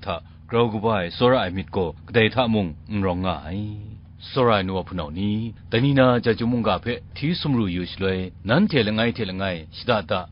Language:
Kachin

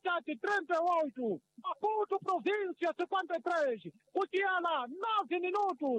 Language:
Tsonga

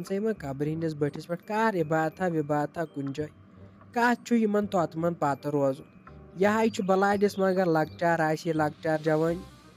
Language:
Kashmiri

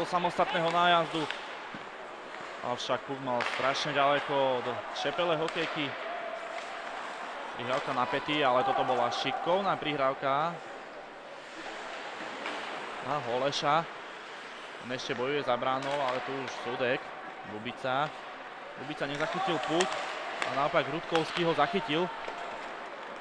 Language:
Slovak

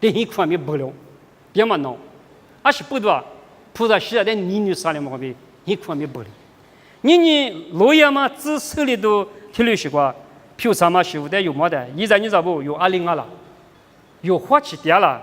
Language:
Lisu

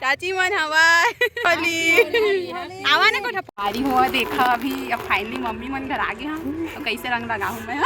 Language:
Chhattisgarhi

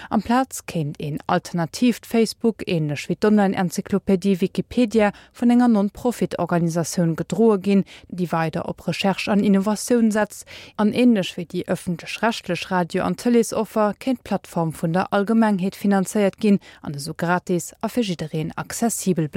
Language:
Luxembourgish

